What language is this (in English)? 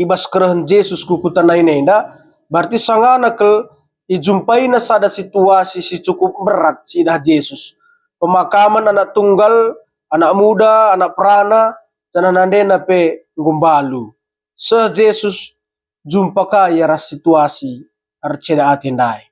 Batak Karo